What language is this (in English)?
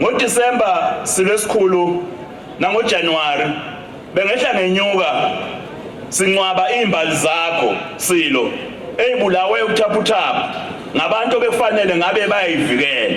Zulu